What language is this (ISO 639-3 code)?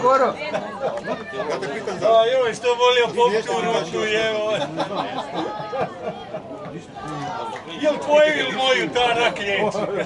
hrv